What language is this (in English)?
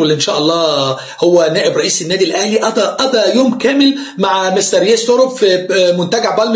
Egyptian Arabic